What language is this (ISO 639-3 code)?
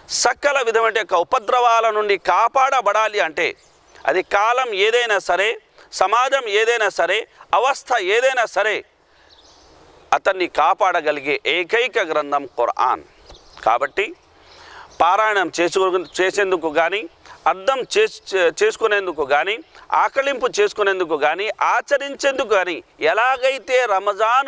tel